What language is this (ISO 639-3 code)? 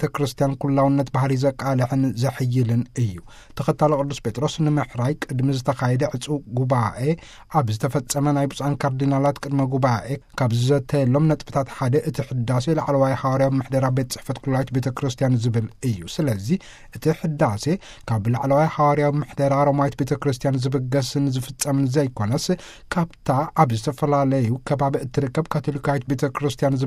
tir